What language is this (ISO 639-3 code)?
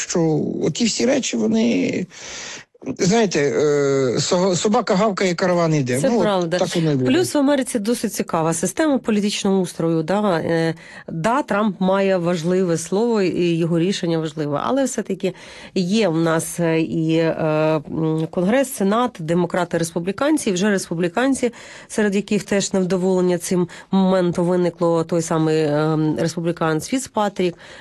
ukr